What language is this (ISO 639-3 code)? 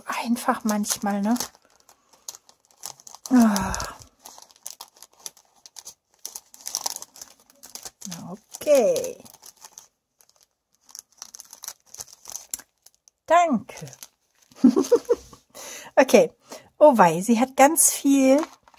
deu